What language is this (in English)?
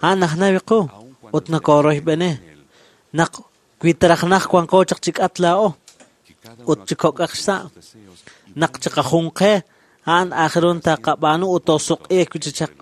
Kekchí